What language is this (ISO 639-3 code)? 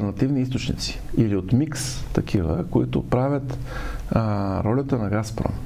bul